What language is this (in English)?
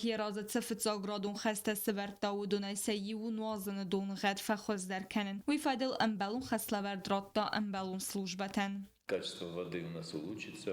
Ossetic